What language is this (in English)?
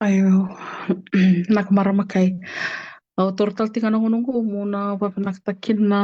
Fijian